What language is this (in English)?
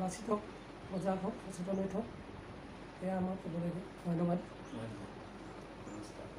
Assamese